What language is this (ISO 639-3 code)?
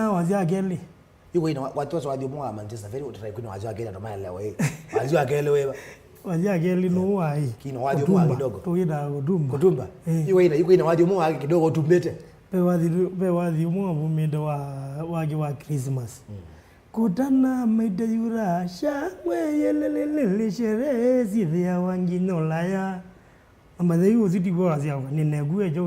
kam